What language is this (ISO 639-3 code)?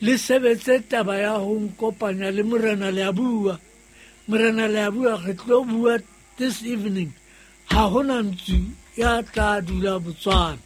sot